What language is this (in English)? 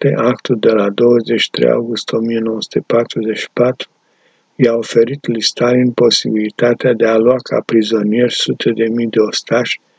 Romanian